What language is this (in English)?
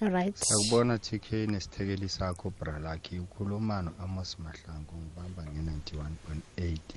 South Ndebele